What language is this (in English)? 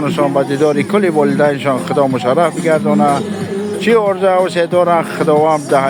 Tajik